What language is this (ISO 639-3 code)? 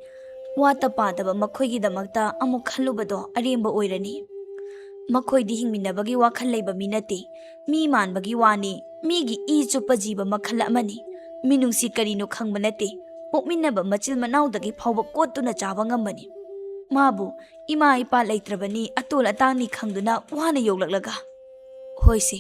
mni